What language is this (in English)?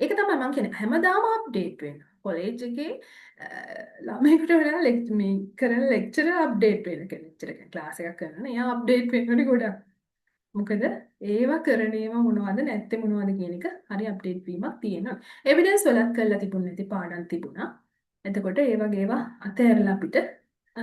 Sinhala